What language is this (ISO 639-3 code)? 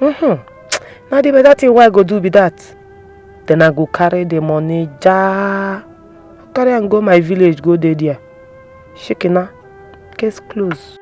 pcm